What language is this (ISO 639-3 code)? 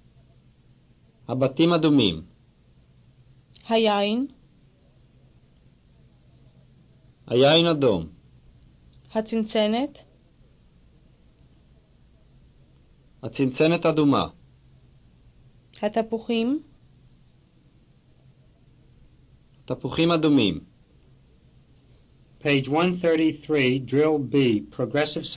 heb